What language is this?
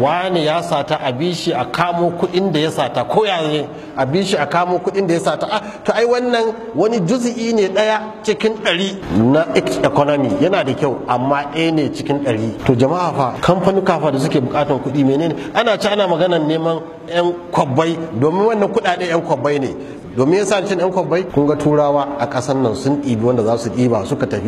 Hausa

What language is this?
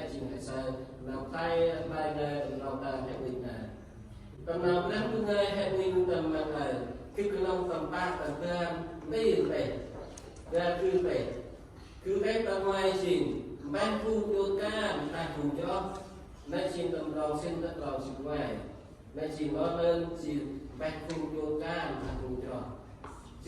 Central Mnong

